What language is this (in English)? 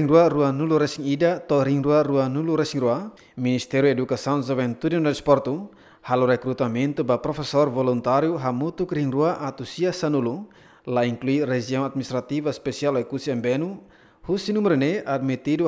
Tetum